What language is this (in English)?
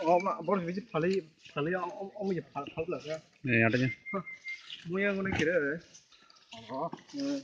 Kok Borok